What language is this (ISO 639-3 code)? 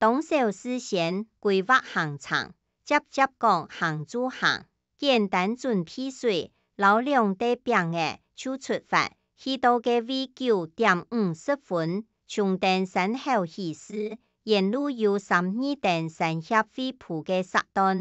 hak